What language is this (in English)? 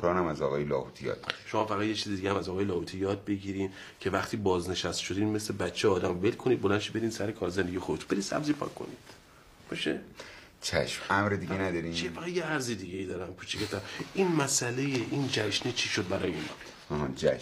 Persian